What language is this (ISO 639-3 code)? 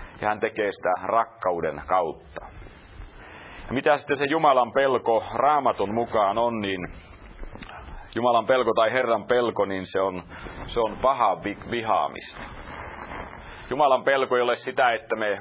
fin